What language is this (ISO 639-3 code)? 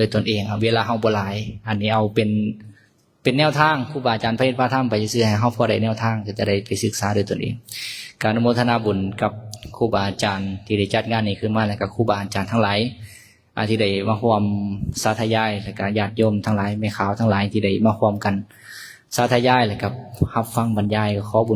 lao